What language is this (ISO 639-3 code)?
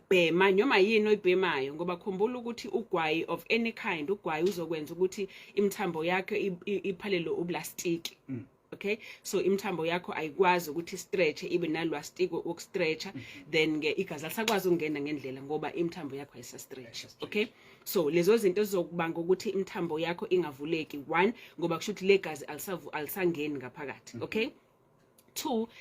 zul